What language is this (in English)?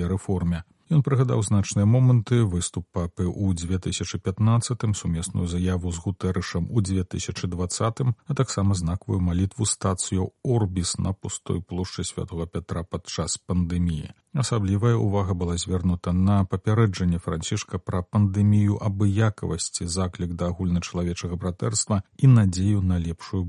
Belarusian